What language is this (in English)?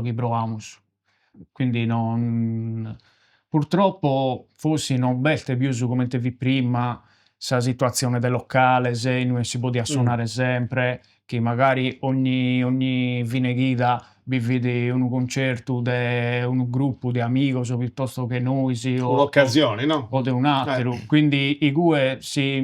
Sardinian